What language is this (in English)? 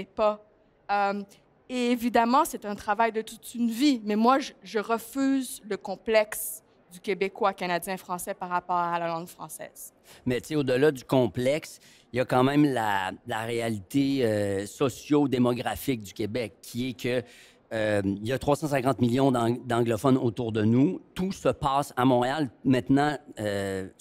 French